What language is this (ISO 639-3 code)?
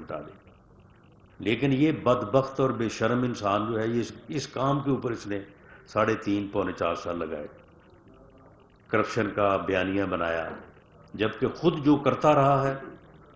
urd